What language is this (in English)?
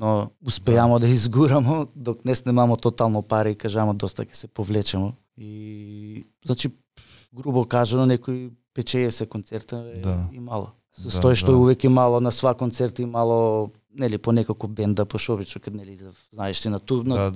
Macedonian